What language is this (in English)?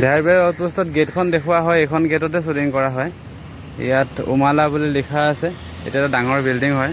Assamese